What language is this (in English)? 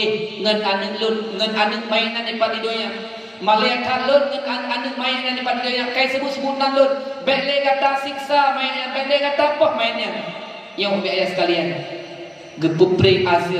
Achinese